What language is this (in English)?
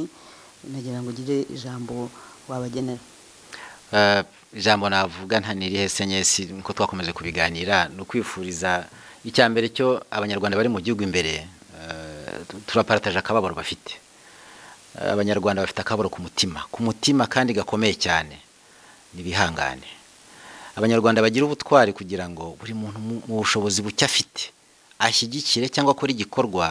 Kinyarwanda